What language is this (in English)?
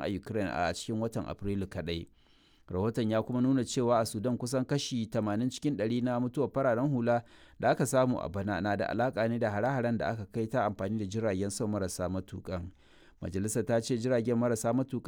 Hausa